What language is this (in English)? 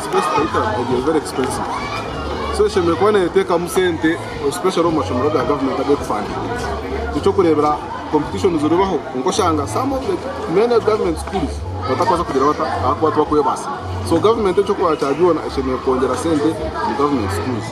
Nyankole